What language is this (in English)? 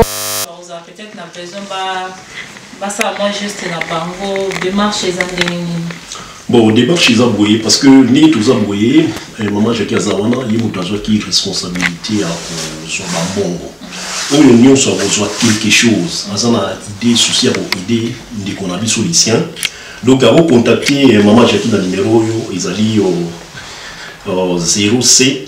Lingala